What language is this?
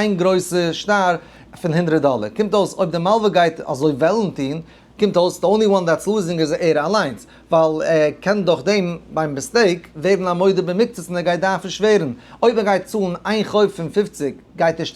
Yiddish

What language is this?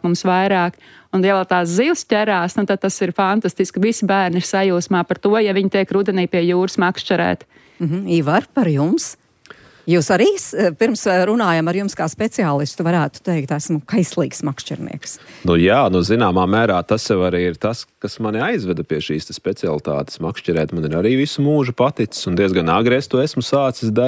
Latvian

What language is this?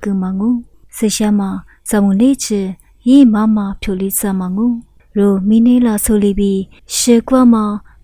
Lisu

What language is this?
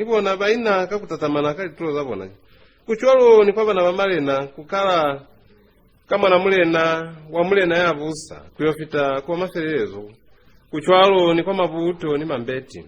Lozi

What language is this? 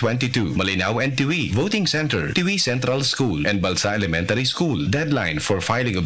Bikol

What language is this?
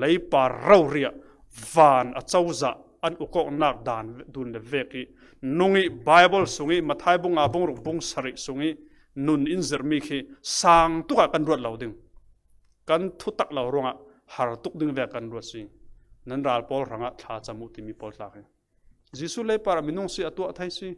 Falam Chin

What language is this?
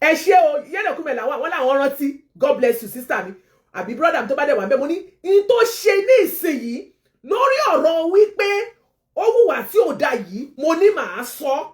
Yoruba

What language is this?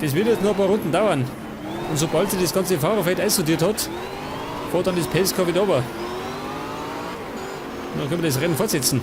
Bavarian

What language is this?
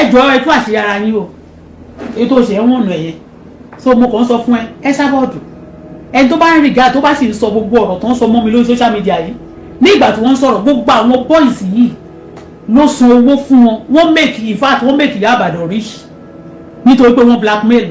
Yoruba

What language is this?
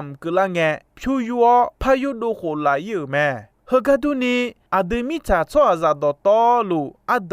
Akha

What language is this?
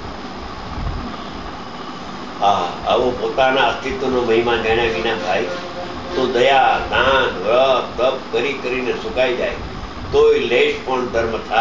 Gujarati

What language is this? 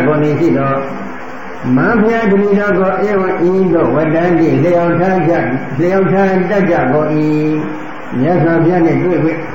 Burmese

